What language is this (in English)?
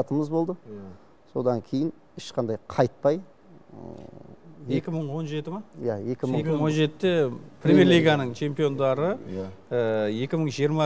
Kazakh